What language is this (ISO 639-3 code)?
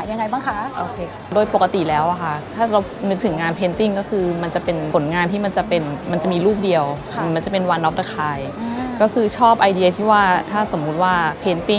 tha